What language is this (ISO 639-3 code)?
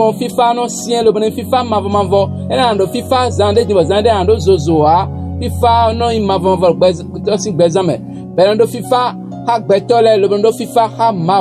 fon